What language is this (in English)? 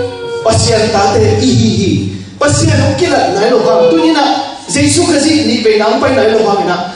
Tedim Chin